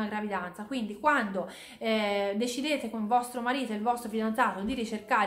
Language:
Italian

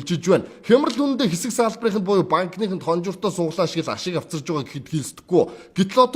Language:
Mongolian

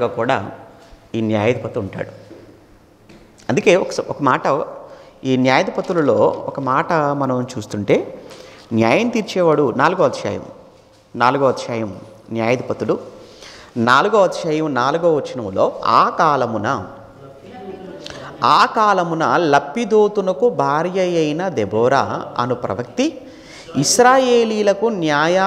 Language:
Telugu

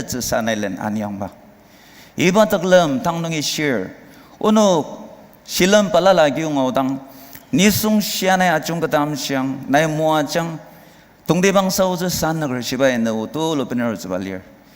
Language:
Ao Naga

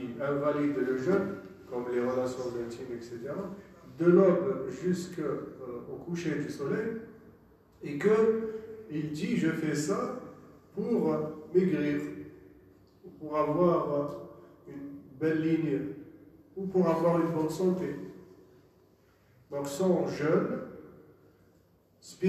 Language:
French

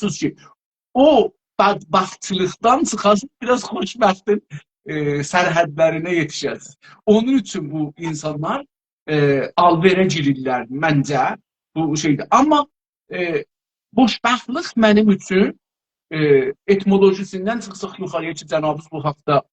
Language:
South Azerbaijani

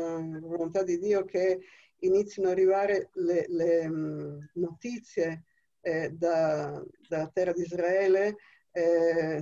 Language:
Italian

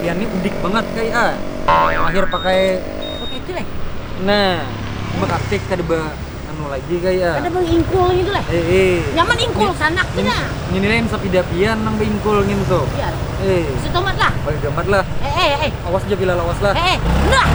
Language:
Banjar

